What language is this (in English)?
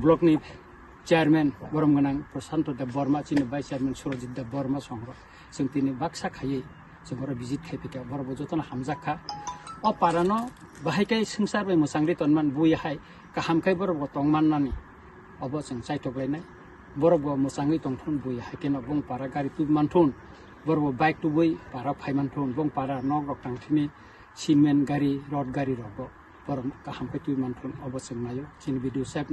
Kok Borok